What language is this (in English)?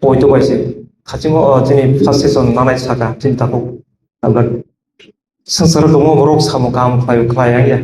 Kok Borok